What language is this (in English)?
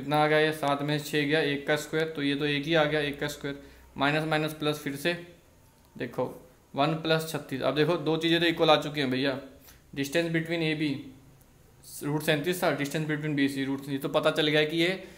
Hindi